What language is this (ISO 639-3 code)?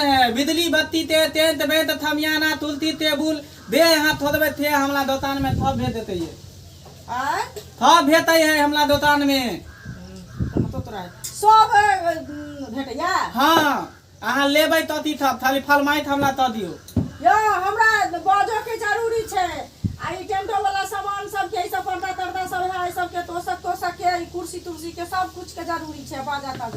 mai